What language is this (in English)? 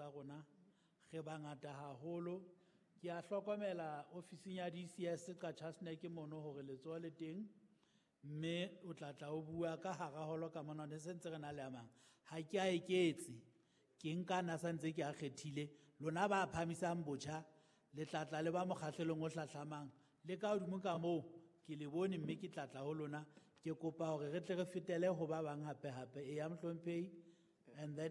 Southern Sotho